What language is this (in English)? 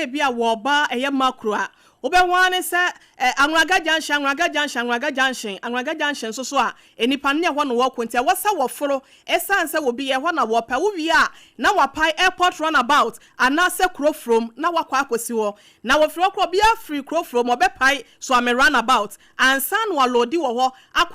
Akan